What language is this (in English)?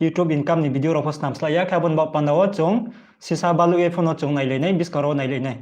Riang (India)